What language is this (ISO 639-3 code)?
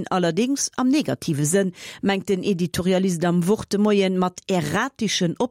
ltz